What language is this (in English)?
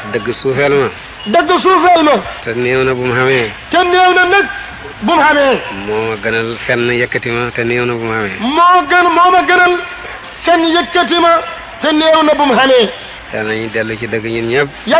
Wolof